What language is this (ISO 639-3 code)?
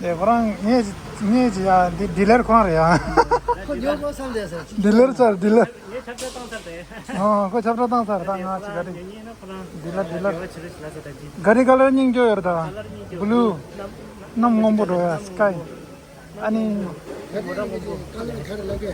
bod